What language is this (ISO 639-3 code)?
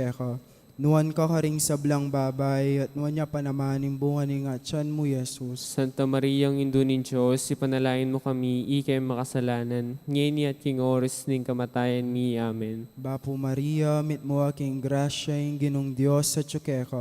pam